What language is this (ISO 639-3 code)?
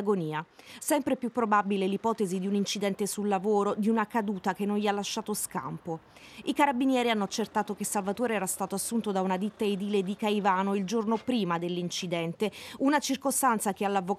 ita